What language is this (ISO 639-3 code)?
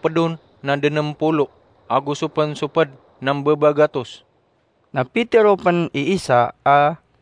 mrw